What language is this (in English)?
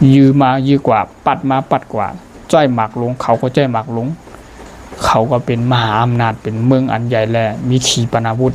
Shan